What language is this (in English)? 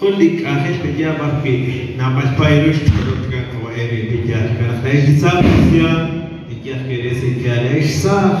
Kekchí